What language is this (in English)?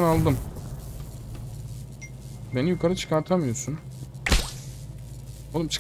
Turkish